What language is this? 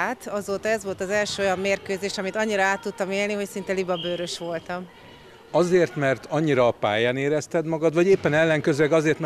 Hungarian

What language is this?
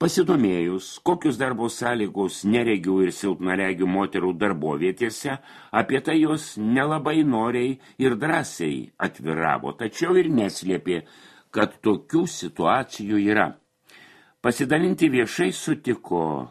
Lithuanian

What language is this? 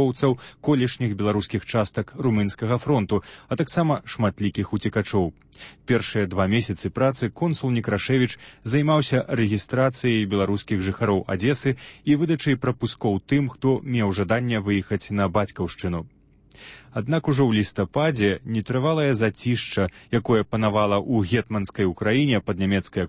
Belarusian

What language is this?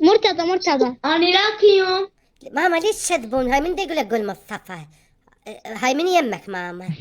Mesopotamian Arabic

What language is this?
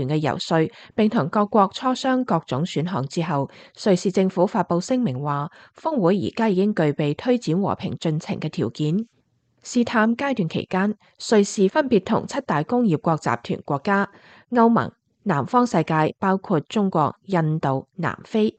Cantonese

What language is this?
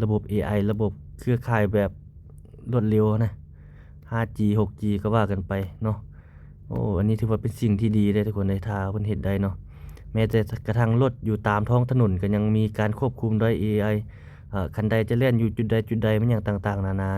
Lao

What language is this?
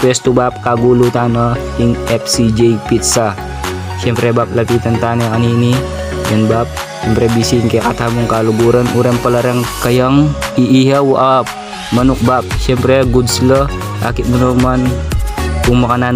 Pampanga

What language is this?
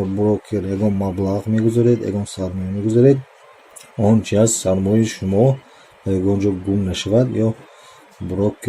Tajik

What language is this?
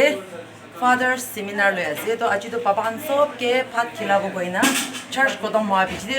Naga Pidgin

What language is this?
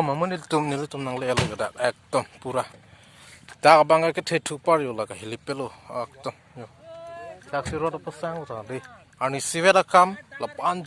Karbi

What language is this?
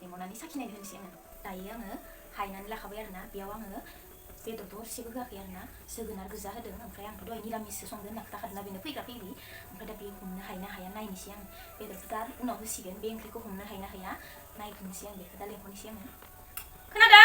Bodo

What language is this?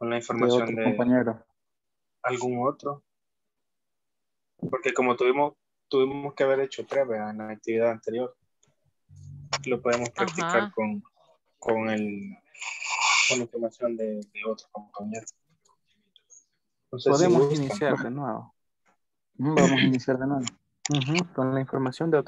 Spanish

